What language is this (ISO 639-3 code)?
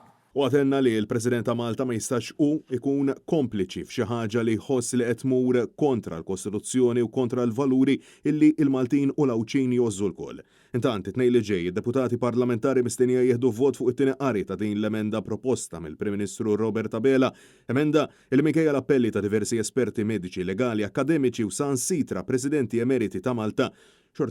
mlt